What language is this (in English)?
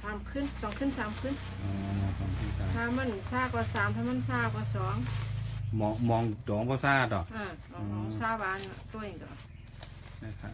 Shan